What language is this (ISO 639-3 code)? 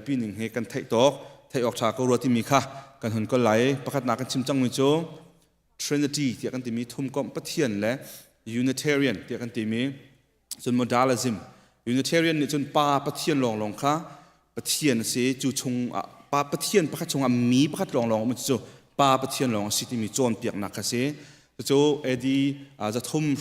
cnh